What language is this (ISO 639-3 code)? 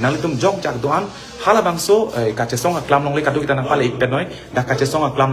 mjw